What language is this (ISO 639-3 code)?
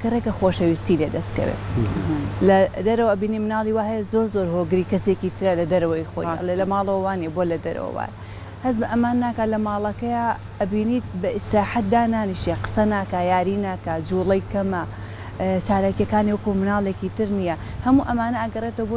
ckb